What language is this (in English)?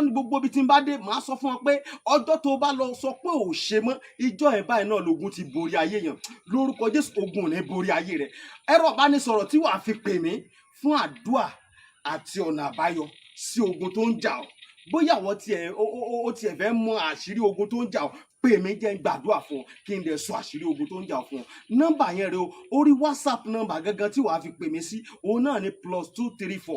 Yoruba